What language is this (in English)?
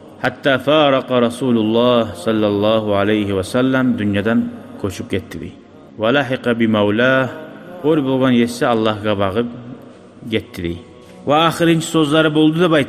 Kumyk